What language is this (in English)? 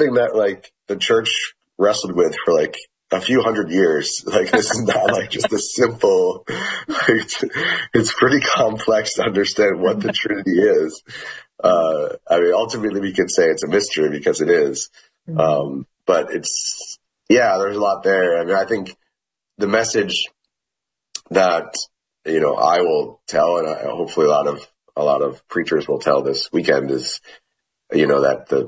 English